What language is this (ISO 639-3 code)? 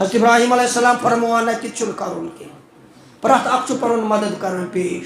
kas